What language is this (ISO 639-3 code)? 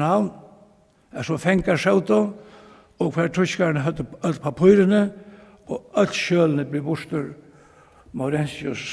fao